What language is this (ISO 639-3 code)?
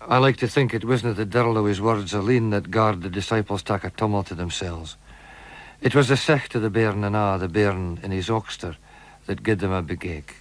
sco